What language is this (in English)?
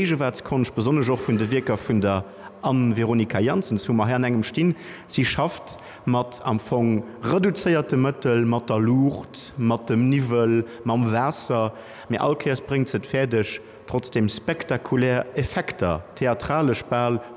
Luxembourgish